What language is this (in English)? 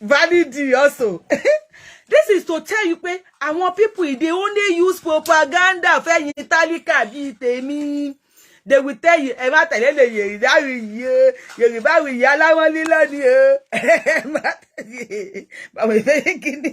Yoruba